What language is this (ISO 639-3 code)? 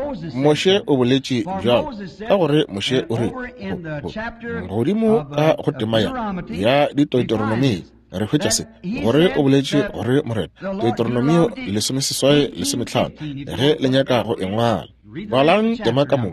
nso